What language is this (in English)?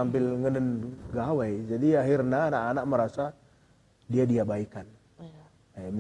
Batak Karo